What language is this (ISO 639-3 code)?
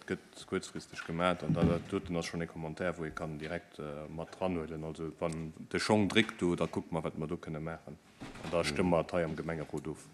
ltz